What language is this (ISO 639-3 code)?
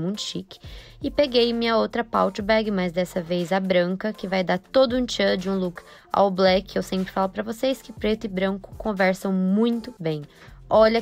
por